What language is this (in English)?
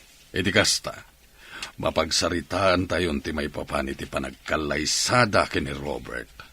Iloko